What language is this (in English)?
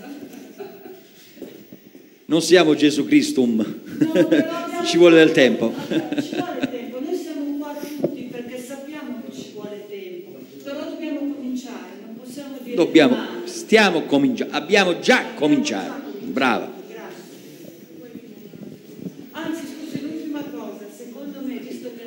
Italian